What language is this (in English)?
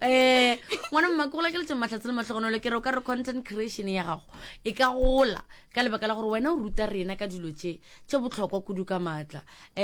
Northern Sotho